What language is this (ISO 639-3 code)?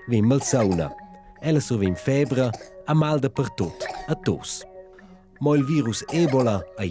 roh